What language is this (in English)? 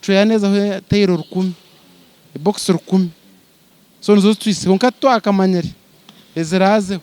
Nyankole